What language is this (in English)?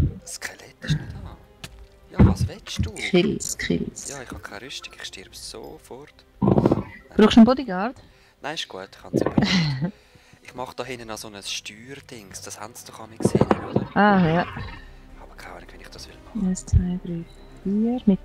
Swiss German